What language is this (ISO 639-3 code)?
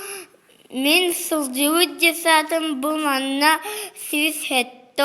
sah